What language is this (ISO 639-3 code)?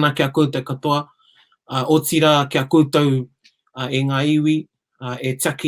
mri